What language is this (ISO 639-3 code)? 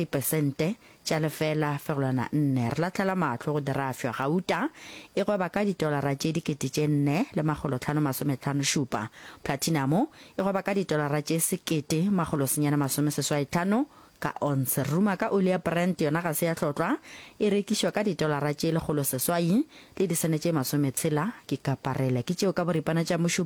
nso